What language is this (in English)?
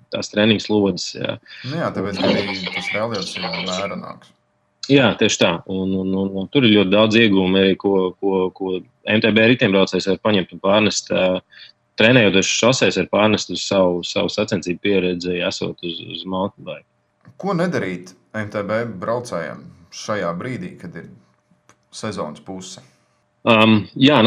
Latvian